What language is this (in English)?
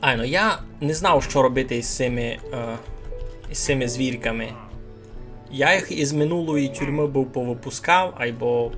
Rusyn